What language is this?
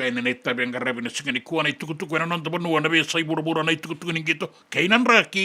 Fijian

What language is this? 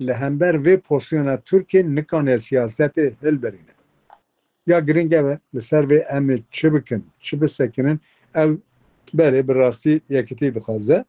Kurdish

